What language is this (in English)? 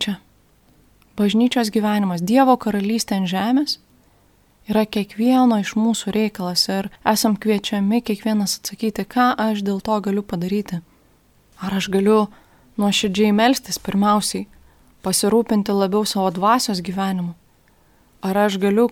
Lithuanian